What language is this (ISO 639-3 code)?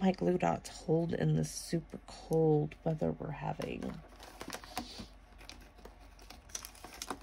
eng